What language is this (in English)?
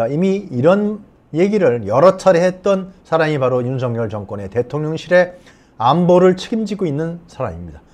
Korean